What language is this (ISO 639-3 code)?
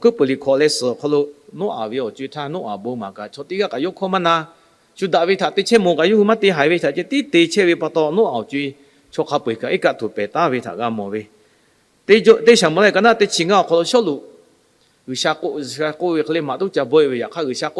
lhu